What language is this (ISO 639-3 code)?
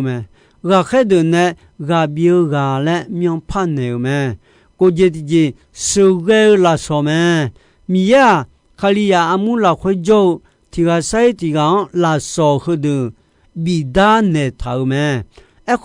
ahk